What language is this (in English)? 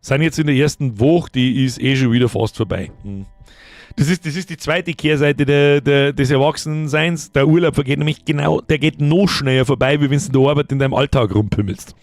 Bavarian